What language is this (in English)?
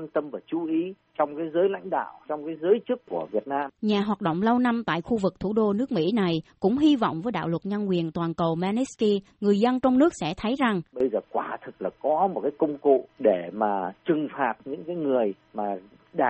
Vietnamese